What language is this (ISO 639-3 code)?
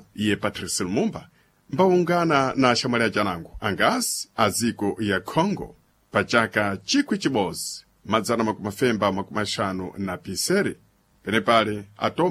seh